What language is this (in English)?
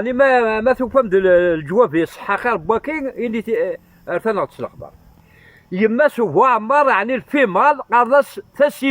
Kabyle